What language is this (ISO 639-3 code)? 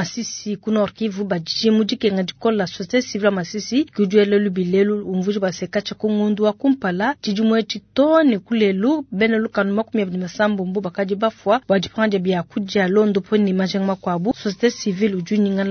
lua